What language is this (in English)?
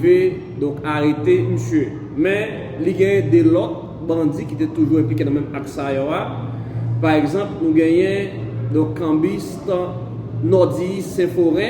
Haitian Creole